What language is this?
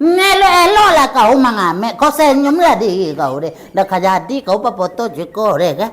Minangkabau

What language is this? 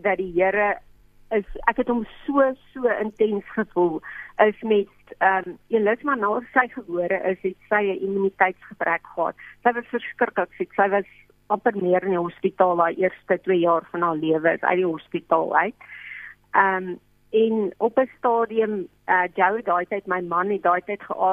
Afrikaans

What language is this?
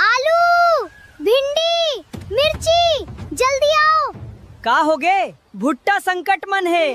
Chhattisgarhi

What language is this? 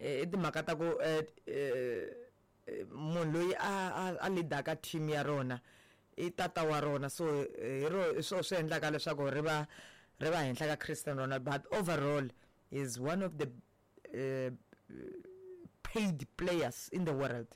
Tsonga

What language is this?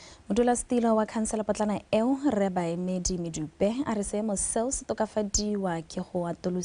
Tswana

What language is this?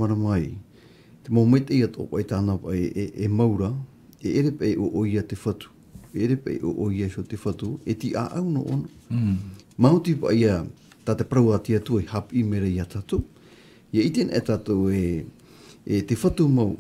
Tahitian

